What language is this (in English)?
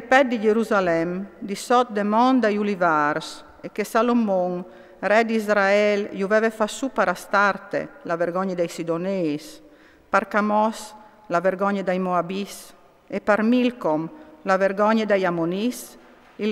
Friulian